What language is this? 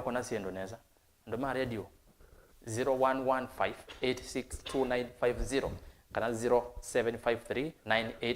Kamba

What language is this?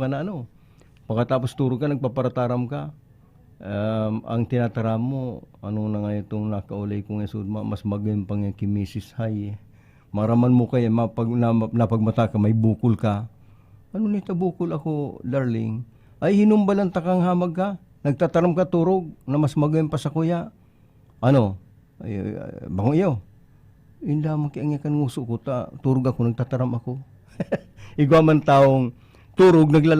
Bikol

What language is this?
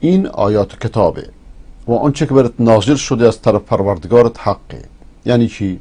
Persian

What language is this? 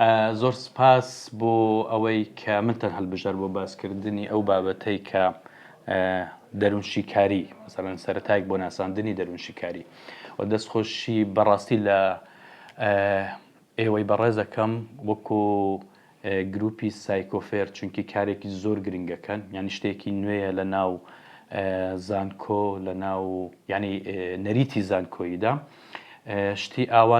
Central Kurdish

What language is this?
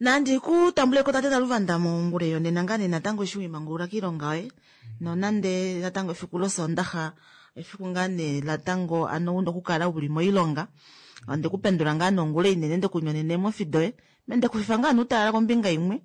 Kuanyama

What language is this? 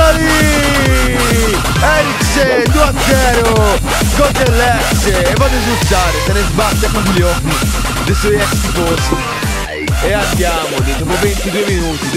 Italian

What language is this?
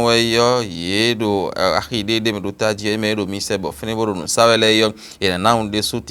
Fon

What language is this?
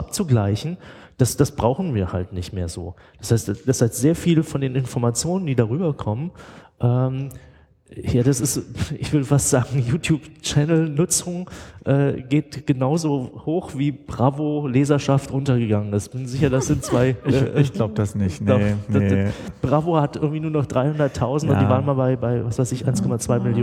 German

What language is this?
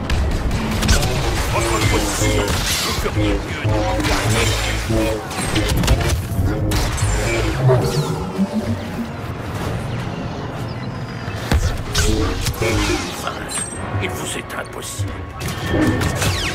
French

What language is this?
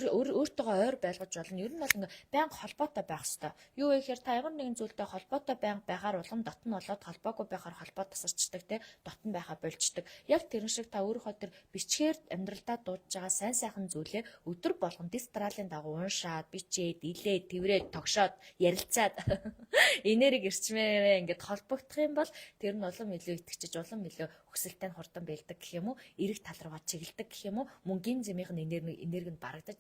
Mongolian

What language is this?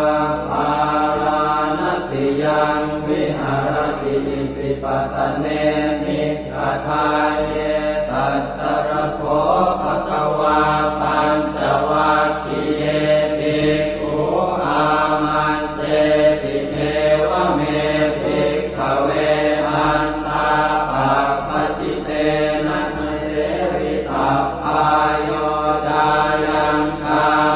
Pali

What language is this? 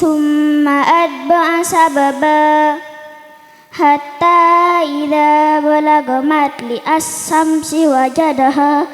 Madurese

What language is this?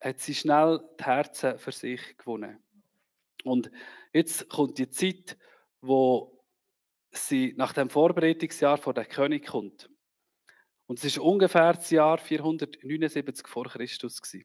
Swiss German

